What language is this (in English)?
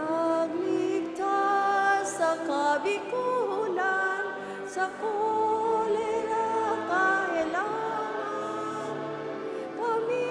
Bikol